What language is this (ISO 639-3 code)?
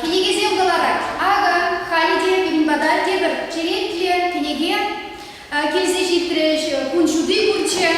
chv